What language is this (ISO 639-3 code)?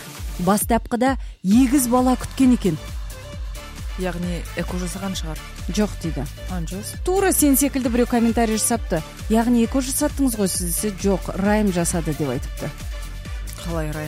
kaz